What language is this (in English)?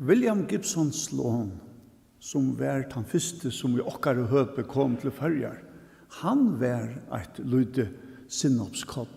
Faroese